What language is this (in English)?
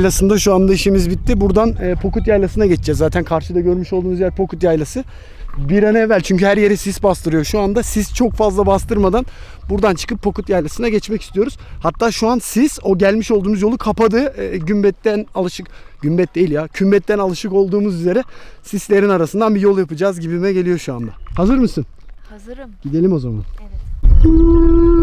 Turkish